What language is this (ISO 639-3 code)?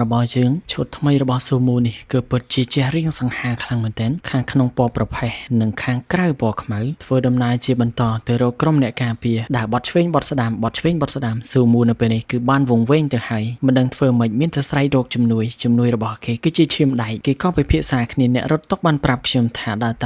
khm